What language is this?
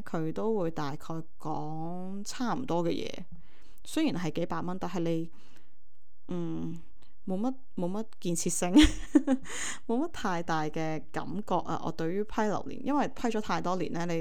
Cantonese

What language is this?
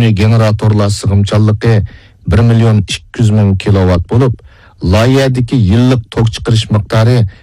Uyghur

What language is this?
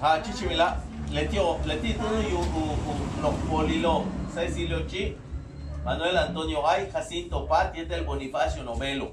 Yucateco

